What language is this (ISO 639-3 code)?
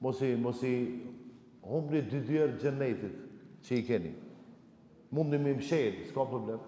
sqi